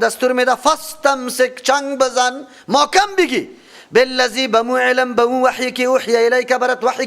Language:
Persian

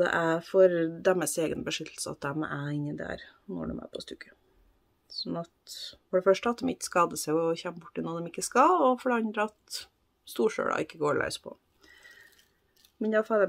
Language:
Norwegian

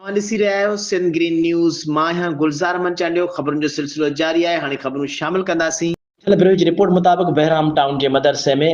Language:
Sindhi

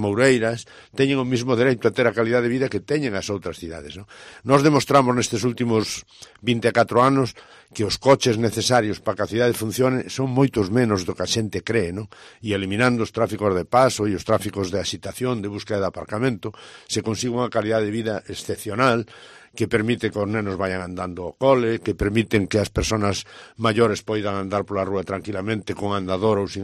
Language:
Galician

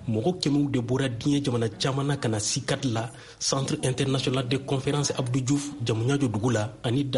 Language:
Bambara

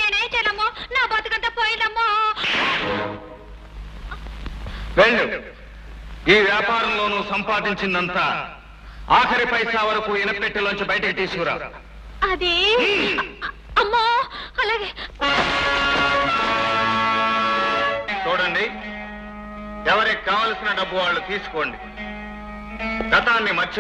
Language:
Telugu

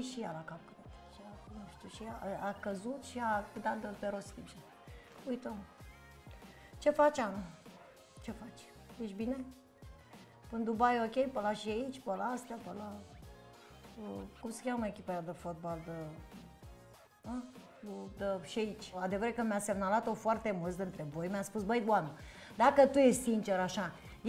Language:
Romanian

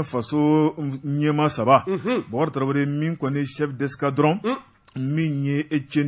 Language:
Bambara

